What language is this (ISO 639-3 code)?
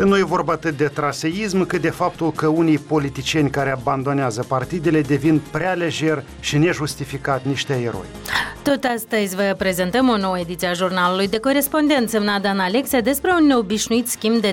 ron